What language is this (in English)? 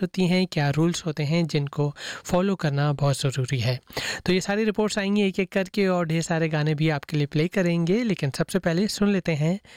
Hindi